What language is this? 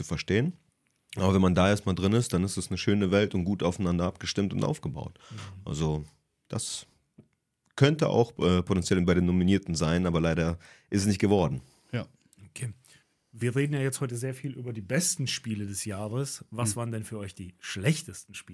German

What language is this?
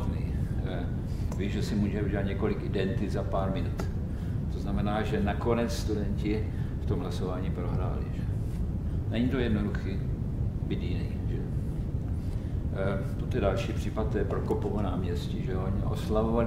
Czech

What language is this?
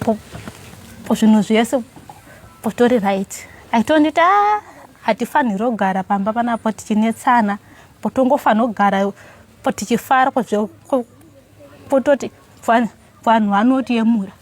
Shona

